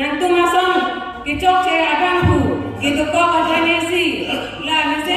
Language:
Karbi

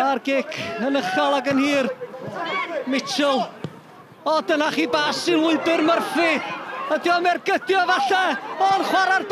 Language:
Welsh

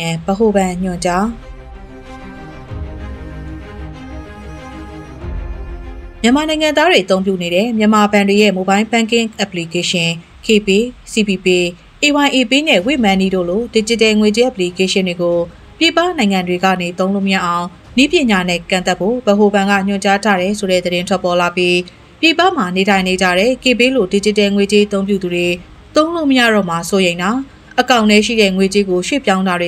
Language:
Burmese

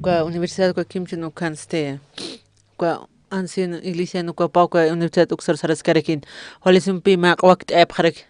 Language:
Aymara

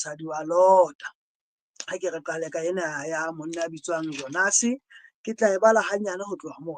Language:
Southern Sotho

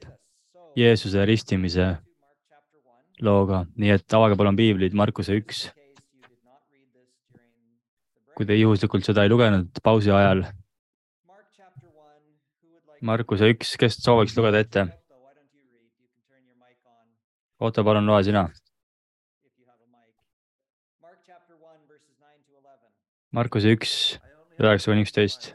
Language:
Estonian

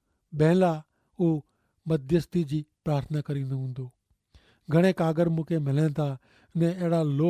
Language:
Kachhi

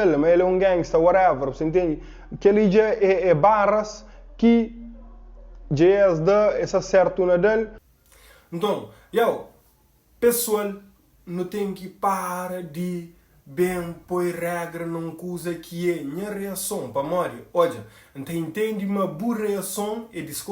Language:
Kabuverdianu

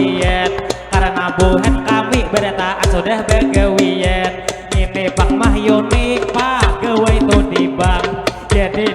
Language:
Banjar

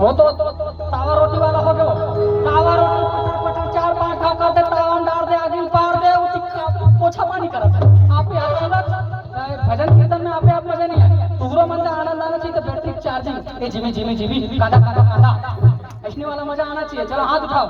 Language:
Chhattisgarhi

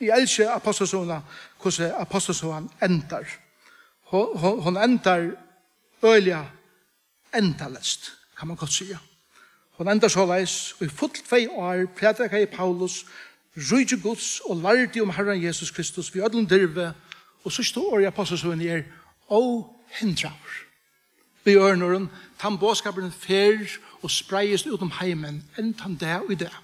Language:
Faroese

